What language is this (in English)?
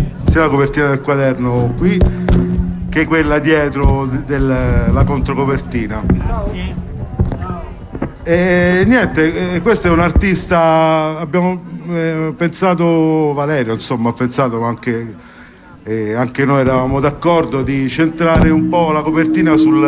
Italian